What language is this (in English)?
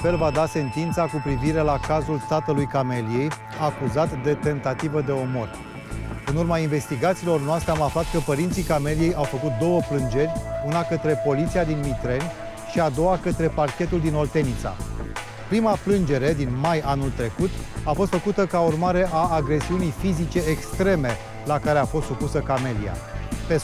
Romanian